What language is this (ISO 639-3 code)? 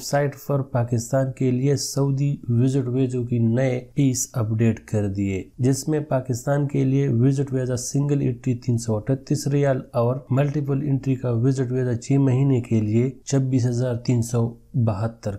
urd